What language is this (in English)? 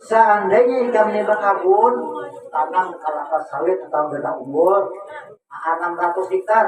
Banjar